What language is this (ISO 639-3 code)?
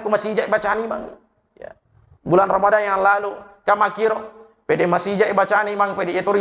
bug